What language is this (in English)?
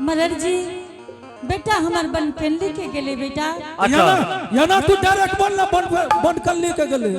Angika